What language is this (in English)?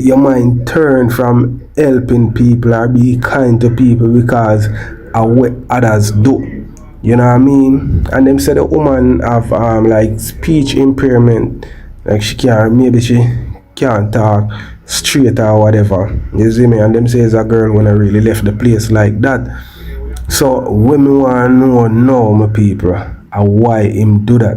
Jamaican Creole English